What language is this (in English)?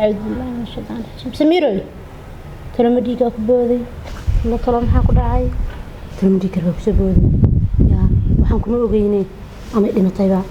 Somali